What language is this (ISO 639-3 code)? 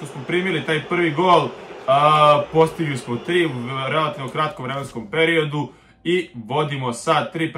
srp